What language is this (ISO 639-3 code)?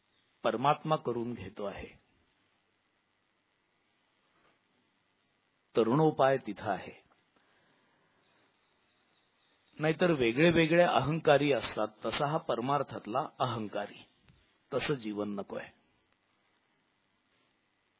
mar